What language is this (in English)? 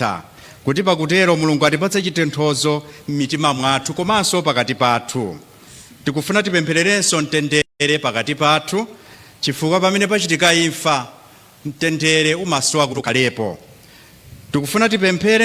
Nyanja